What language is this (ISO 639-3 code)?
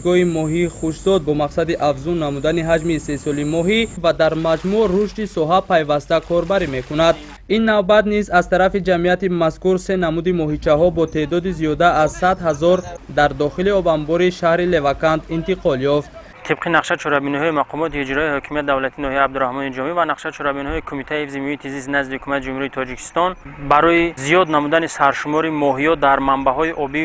tgk